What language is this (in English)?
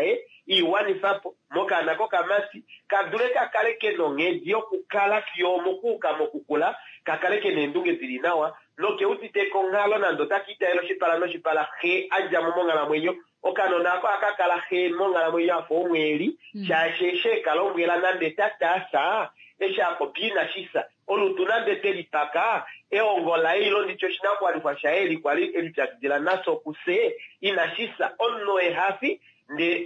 Kuanyama